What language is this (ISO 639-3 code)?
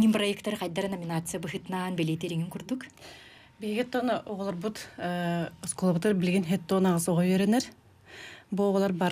sah